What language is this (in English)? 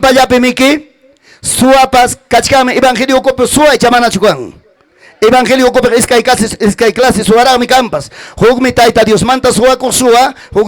Ayacucho Quechua